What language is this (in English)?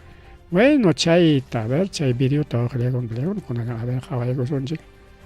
Ayacucho Quechua